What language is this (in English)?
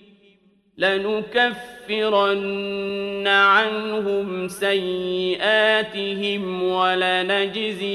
Arabic